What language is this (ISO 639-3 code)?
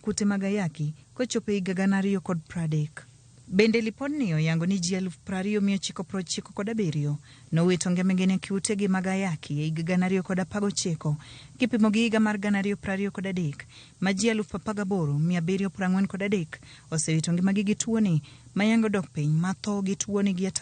luo